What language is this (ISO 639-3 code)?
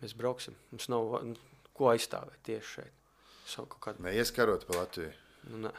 lav